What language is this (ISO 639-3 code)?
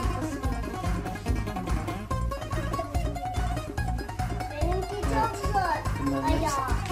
tur